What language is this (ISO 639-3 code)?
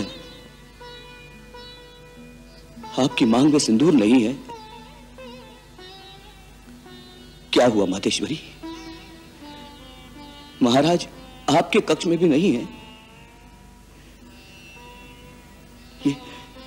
hin